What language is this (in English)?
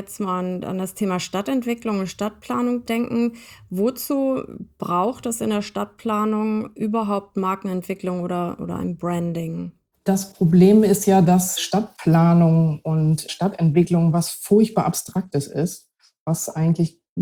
German